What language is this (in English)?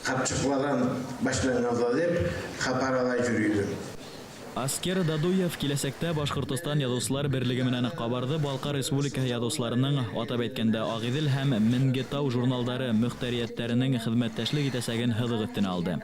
Bashkir